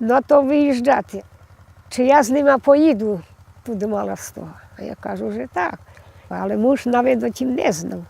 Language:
Rusyn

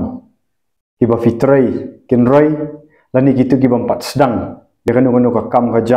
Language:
Khasi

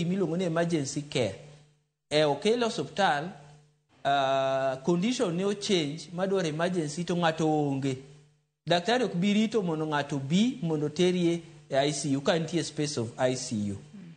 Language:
Luo (Kenya and Tanzania)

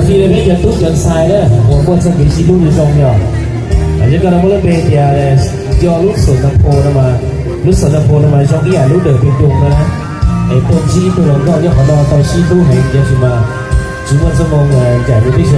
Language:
Hmong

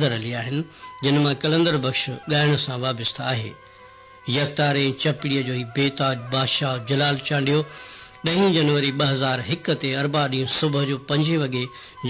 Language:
Sindhi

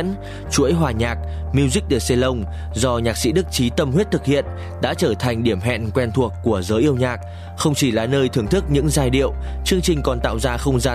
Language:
Vietnamese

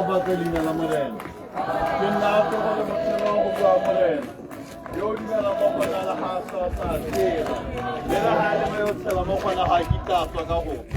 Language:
Tswana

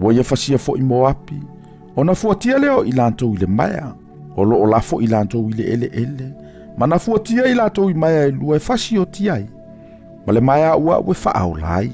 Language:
Samoan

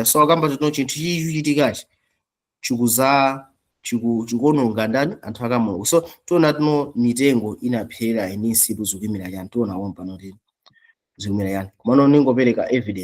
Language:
Nyanja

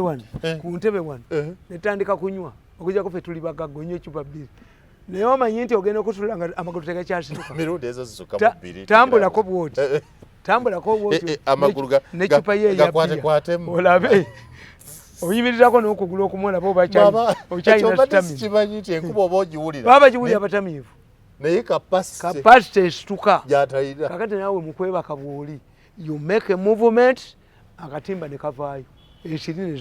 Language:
Ganda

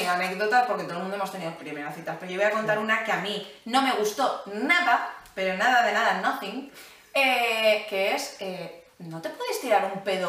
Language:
Spanish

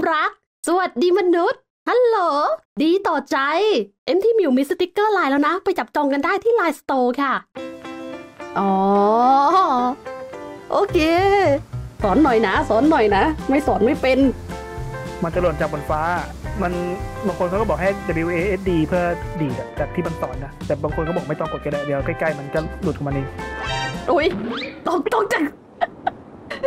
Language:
Thai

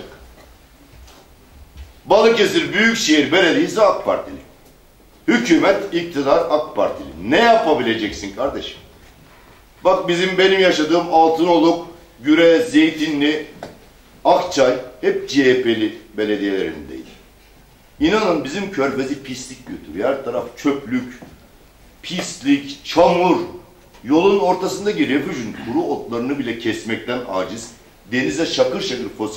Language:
Turkish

